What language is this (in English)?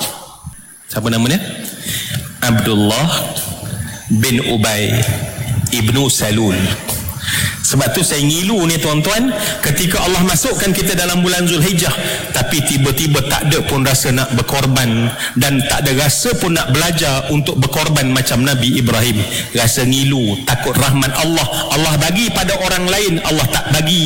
Malay